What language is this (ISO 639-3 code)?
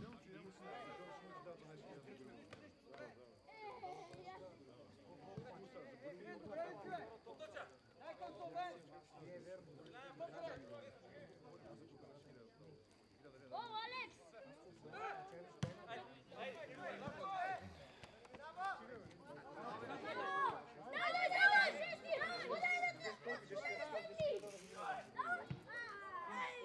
bul